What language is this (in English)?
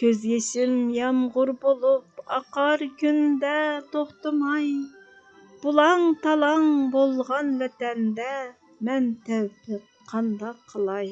Uyghur